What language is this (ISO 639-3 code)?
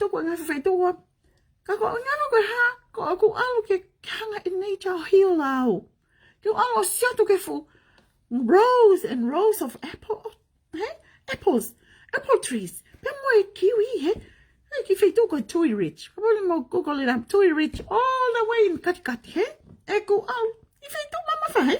ton